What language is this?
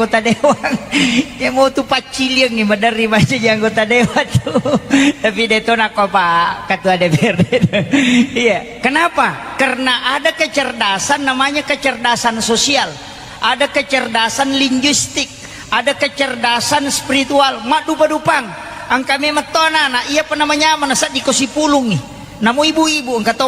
Buginese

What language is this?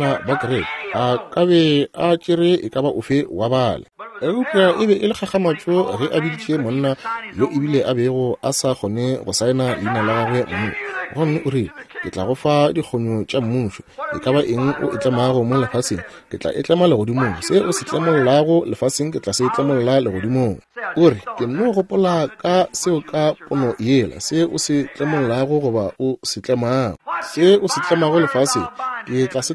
Northern Sotho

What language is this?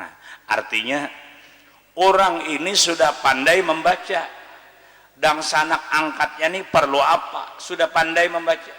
Banjar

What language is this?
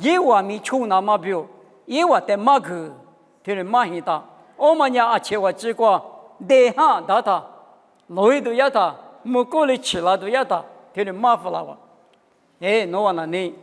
Lisu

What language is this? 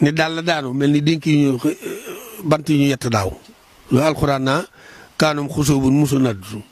Wolof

